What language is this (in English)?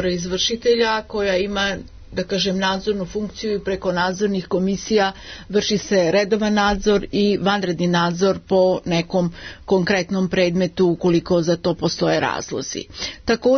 Serbian